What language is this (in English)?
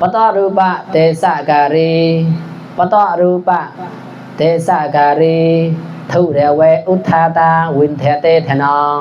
Mon